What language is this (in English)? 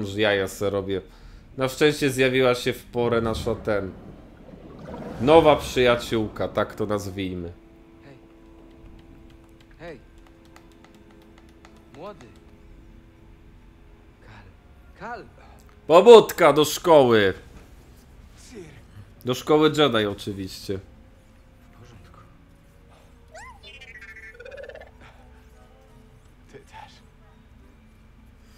Polish